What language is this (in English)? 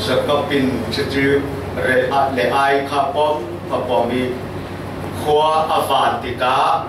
Falam Chin